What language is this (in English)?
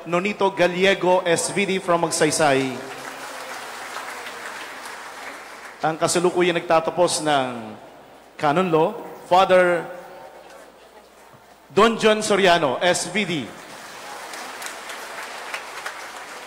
Filipino